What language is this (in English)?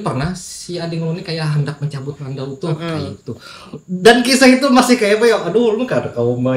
Banjar